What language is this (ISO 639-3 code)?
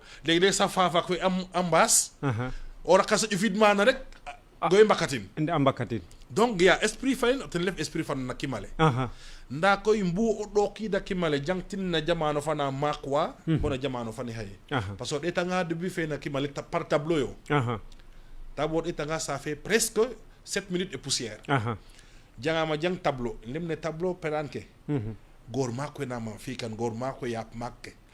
srr